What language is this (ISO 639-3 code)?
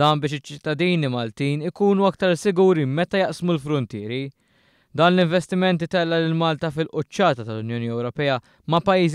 mlt